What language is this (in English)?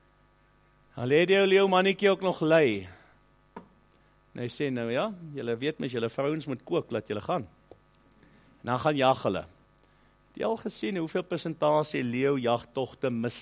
Afrikaans